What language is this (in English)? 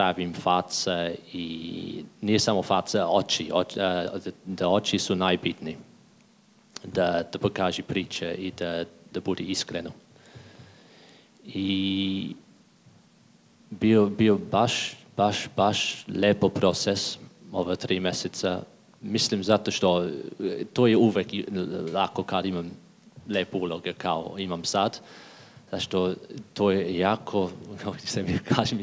Serbian